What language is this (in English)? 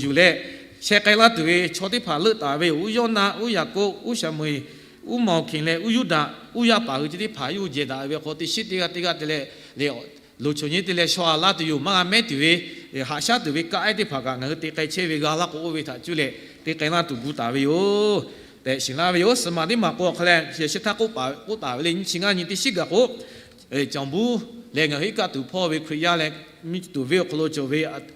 Lahu